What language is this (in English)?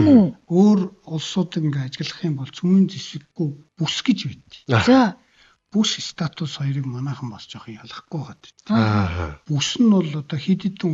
Mongolian